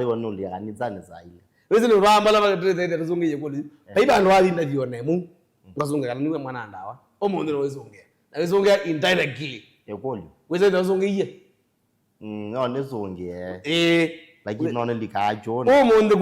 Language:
Kamba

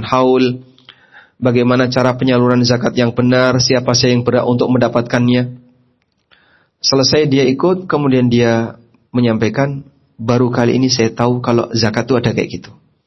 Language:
Indonesian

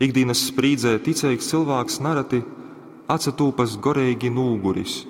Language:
Latgalian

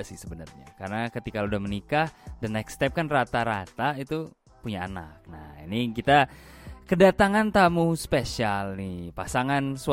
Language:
Indonesian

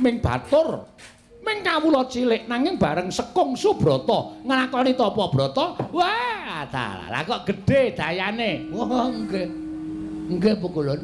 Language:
Javanese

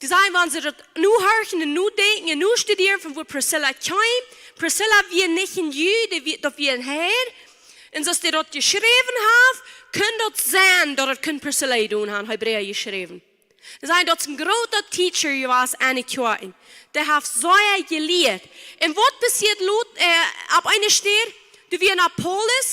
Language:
Plautdietsch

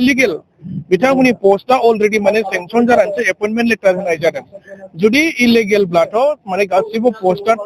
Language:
Bodo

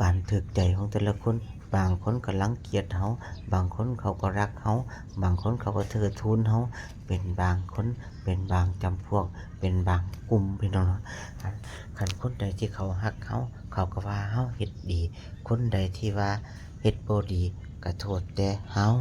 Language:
Lao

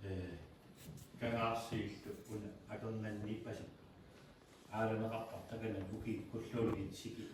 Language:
Kalaallisut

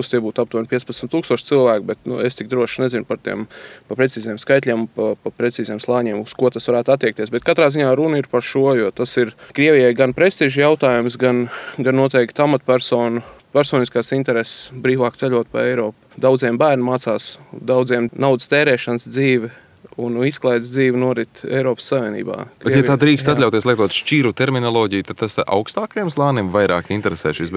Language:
Latvian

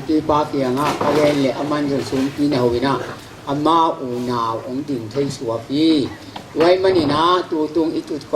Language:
Tedim Chin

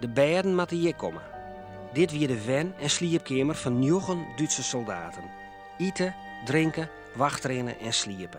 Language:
Western Frisian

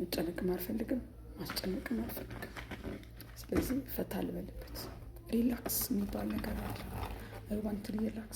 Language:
Amharic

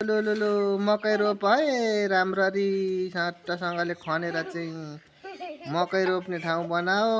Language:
Nepali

